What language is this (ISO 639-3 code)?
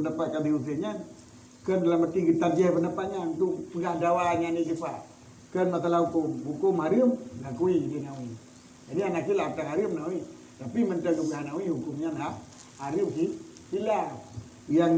ace